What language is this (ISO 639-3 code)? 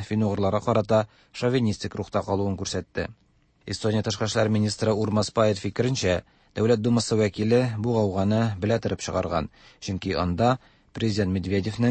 tat